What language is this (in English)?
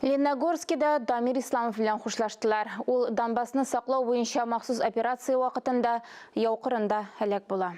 Tatar